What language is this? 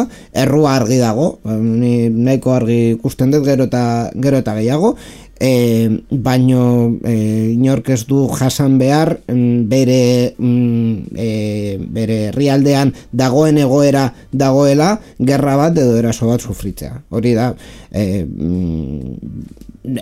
Basque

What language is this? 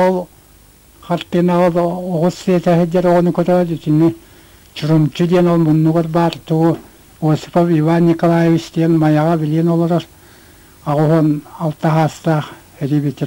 Yakut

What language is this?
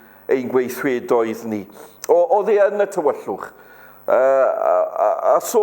Welsh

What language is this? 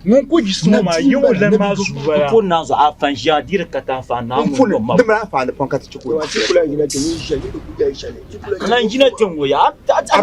Dagbani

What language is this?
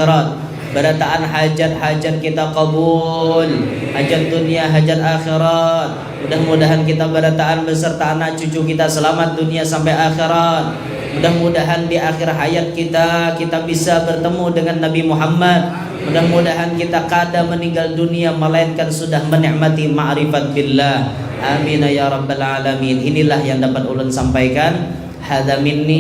Banjar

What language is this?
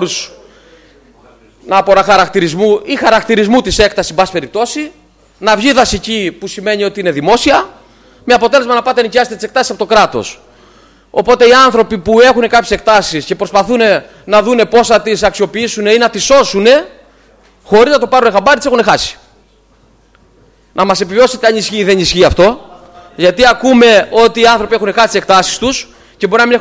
Greek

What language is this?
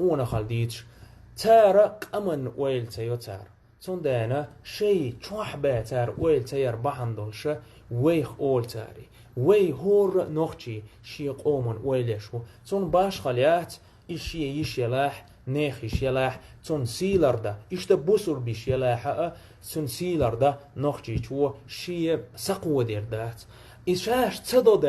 Chechen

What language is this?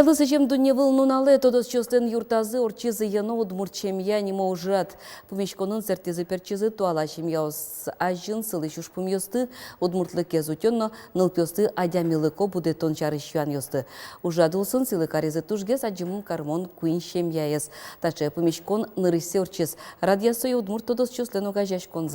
Udmurt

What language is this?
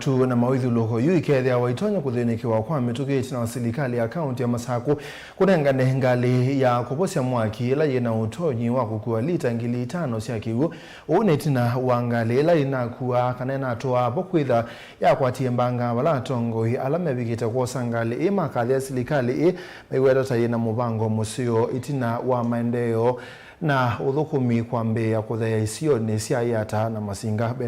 Kamba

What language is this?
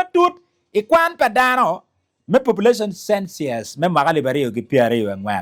Acoli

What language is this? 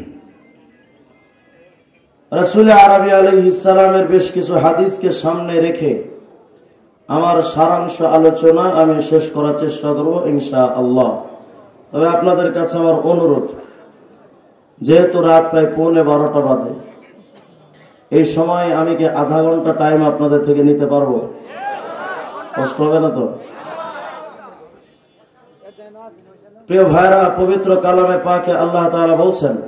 Bangla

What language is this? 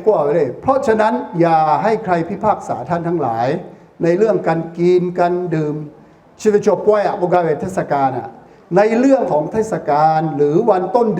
Lahu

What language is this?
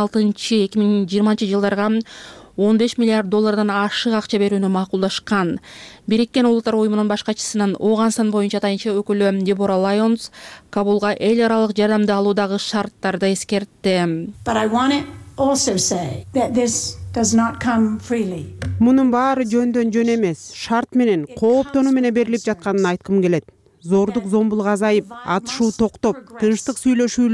Kyrgyz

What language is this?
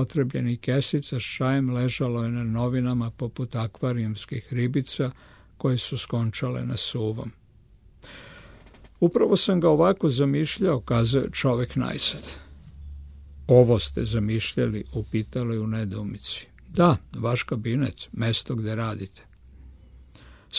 Serbian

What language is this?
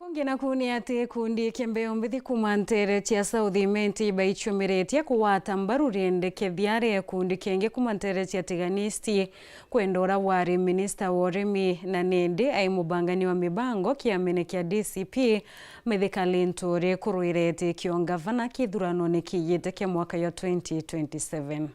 Meru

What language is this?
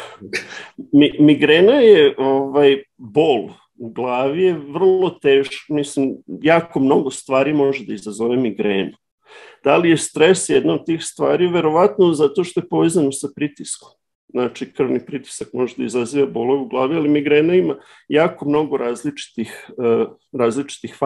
Serbian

